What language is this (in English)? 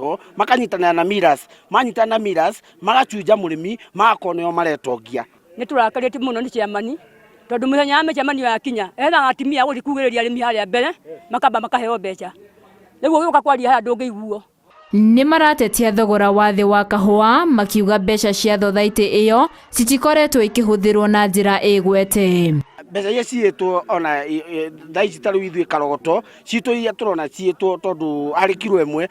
Kikuyu